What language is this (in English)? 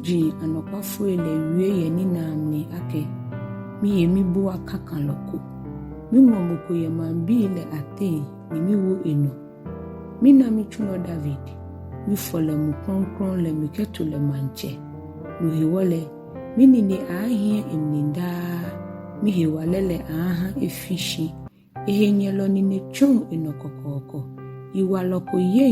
Ga